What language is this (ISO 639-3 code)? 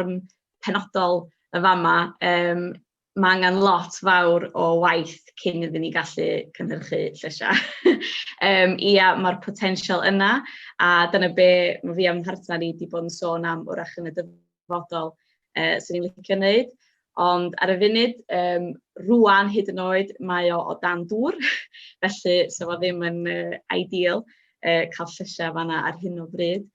cym